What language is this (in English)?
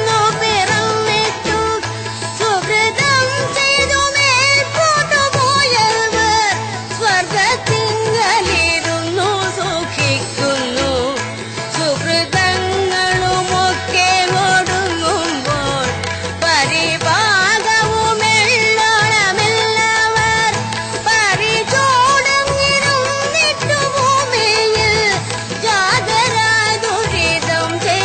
Malayalam